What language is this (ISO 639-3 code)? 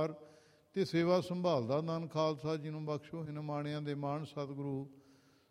pan